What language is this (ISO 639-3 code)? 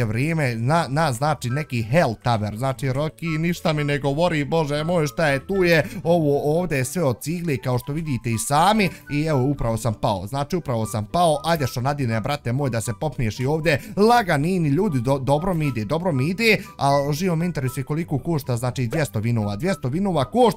bos